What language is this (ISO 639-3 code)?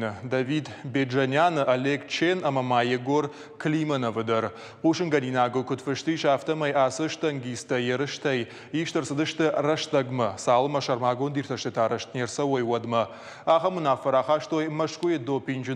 oss